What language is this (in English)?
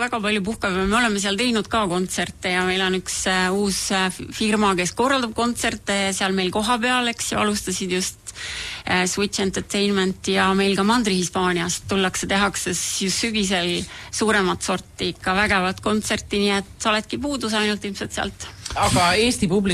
Estonian